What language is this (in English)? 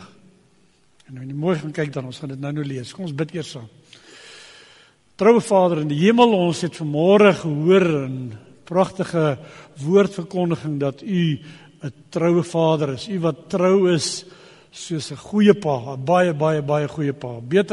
Afrikaans